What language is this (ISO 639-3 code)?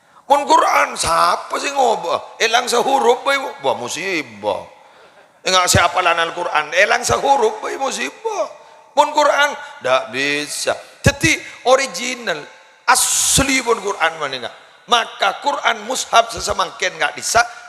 mad